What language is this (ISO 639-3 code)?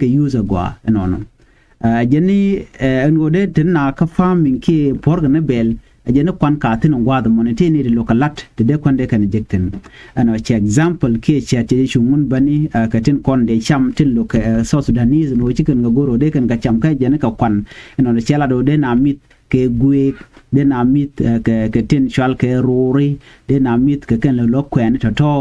nus